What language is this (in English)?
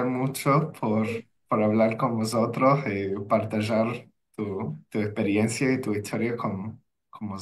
Ladino